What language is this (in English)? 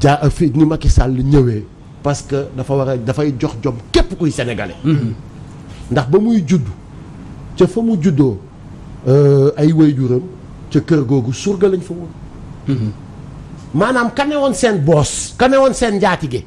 Wolof